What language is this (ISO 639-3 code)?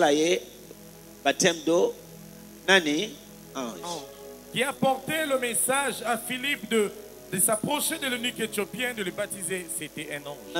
fra